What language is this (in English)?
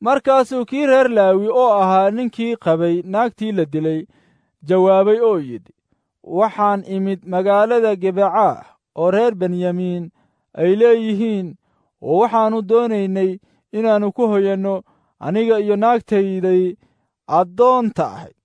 Somali